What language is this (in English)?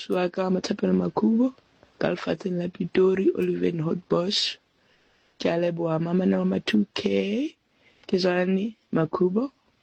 Southern Sotho